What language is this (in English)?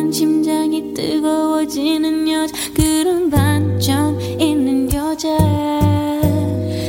Korean